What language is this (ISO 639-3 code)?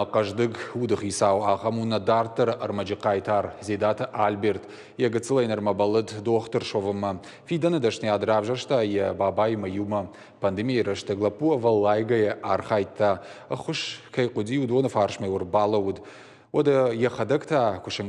oss